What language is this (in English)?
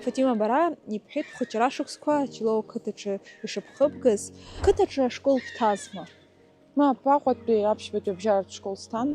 Abkhazian